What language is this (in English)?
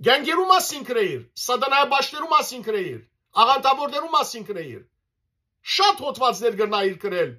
Western Armenian